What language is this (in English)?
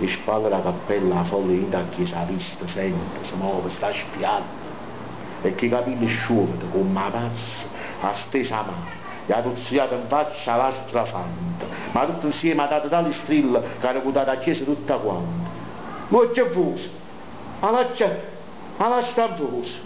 Neapolitan